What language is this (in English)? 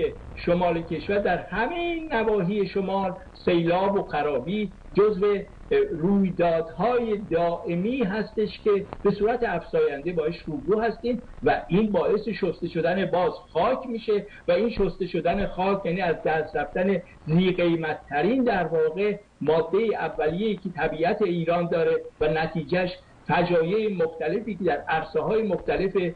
Persian